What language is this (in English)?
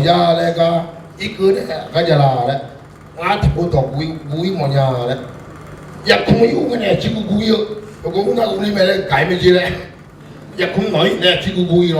Akha